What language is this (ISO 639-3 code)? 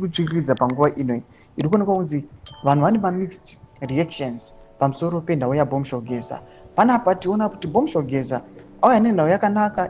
sna